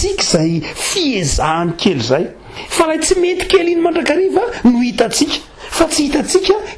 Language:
Malagasy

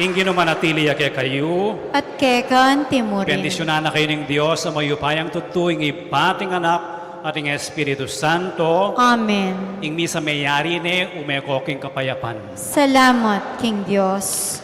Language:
Pampanga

